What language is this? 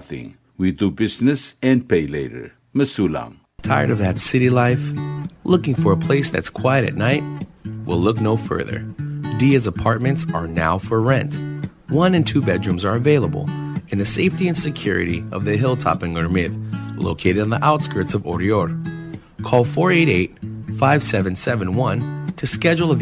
Palauan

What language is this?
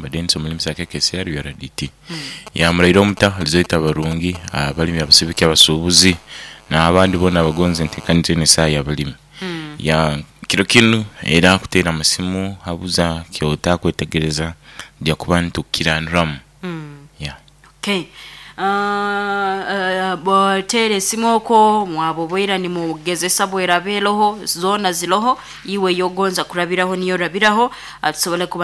Nyoro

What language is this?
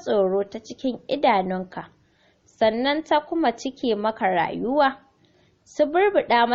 Hausa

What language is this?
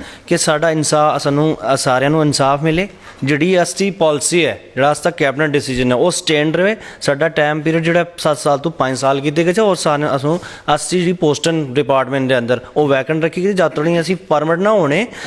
Dogri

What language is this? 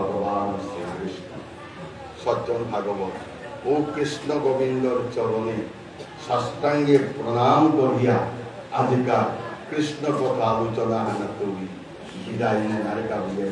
Bishnupriya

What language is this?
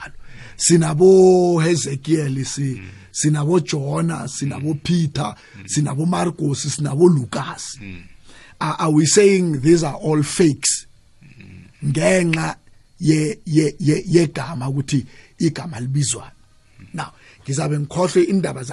South Ndebele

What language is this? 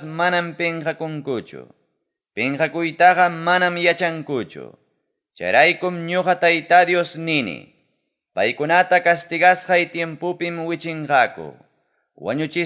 Ayacucho Quechua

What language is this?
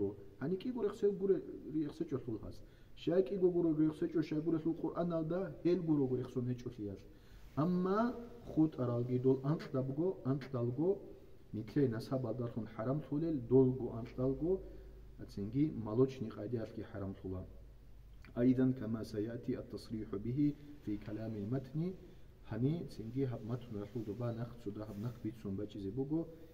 Avaric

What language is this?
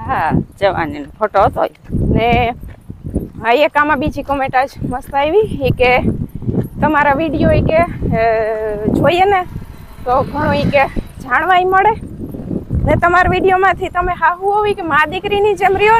Gujarati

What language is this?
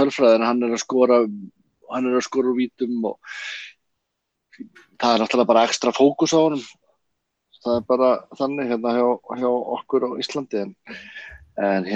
Icelandic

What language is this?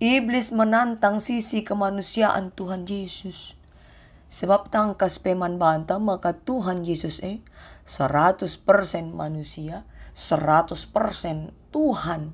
Batak Karo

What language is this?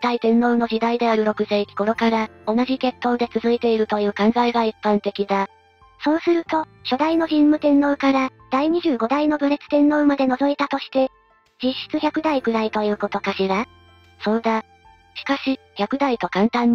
Japanese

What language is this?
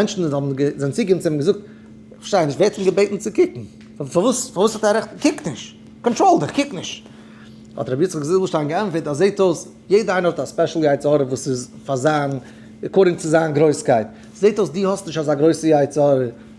Yiddish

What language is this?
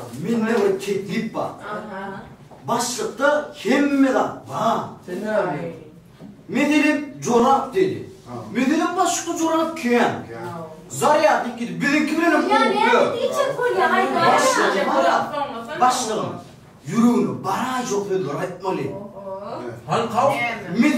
Turkmen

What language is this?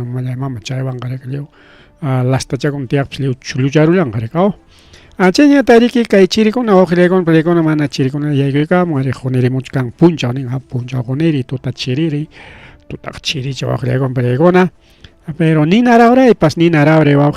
Ayacucho Quechua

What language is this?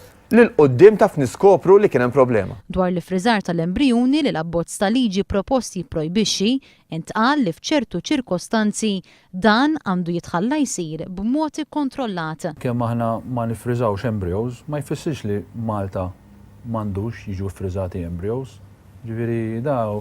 Maltese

